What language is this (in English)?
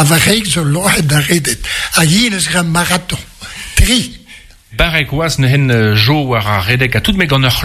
Breton